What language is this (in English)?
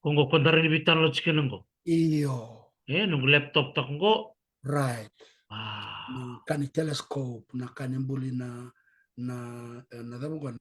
Fijian